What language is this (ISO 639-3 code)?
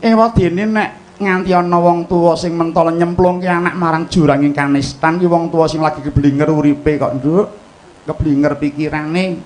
jav